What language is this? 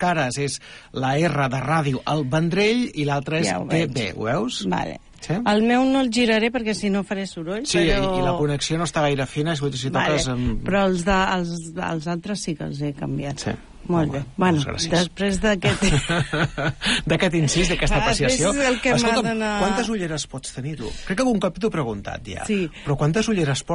Catalan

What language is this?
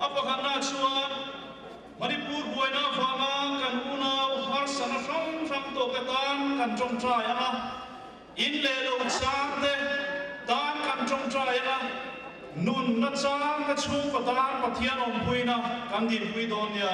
Mizo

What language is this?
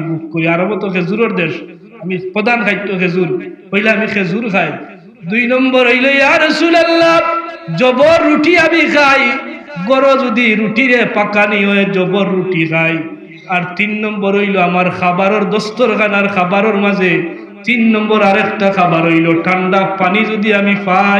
Sylheti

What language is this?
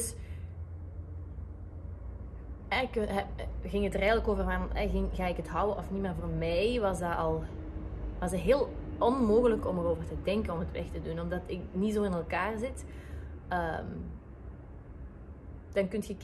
Dutch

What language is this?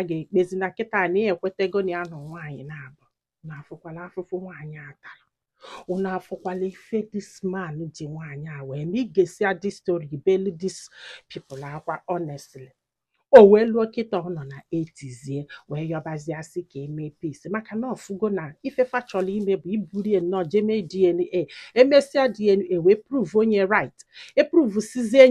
Igbo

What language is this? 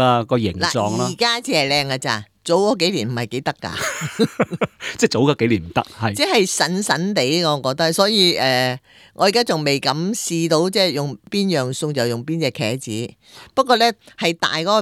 Cantonese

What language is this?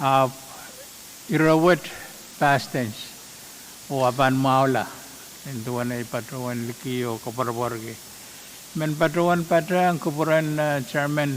Pohnpeian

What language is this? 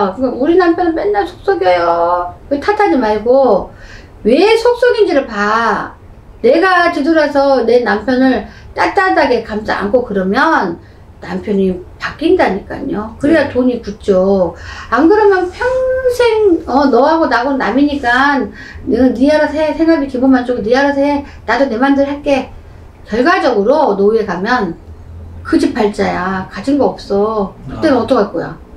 Korean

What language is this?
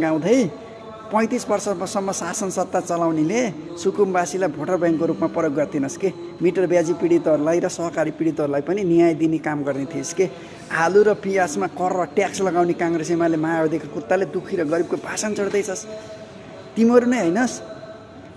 Nepali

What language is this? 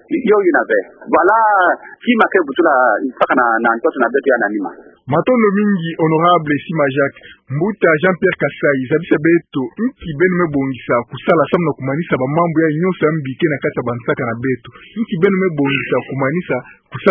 Kituba (Democratic Republic of Congo)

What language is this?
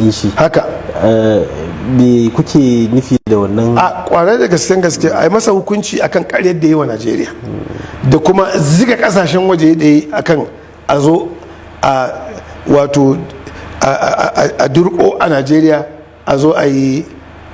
Hausa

